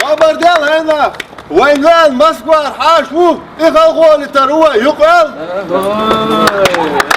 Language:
Chechen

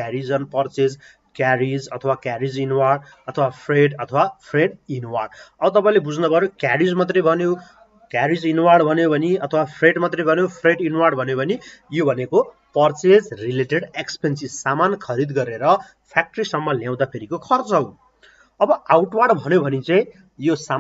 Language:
Nepali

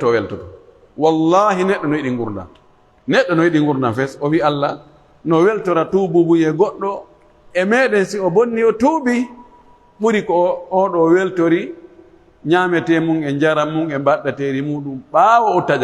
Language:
Pular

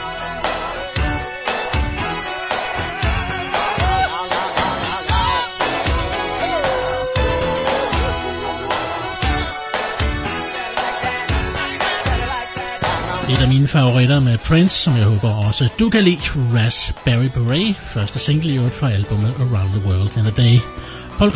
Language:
Danish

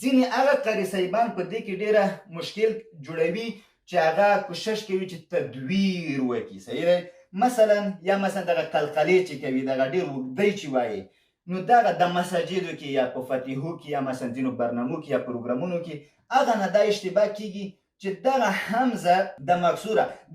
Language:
Pashto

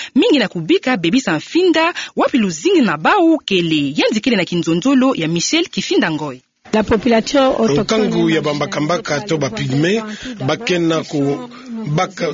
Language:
Kituba (Democratic Republic of Congo)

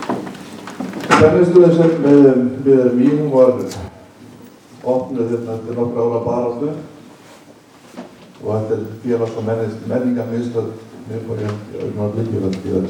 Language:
Icelandic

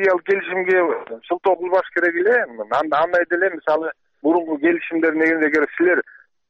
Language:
Kyrgyz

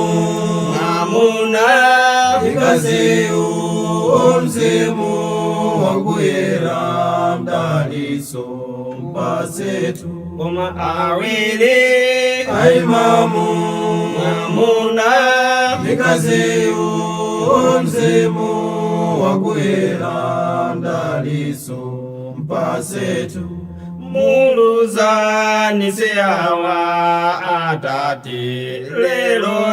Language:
Nyanja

